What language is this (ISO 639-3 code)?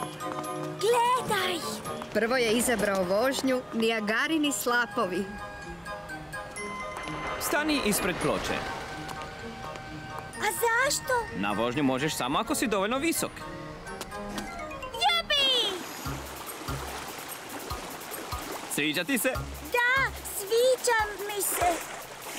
hrv